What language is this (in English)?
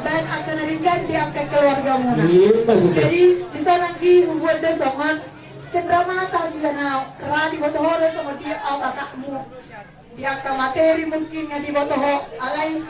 Batak Toba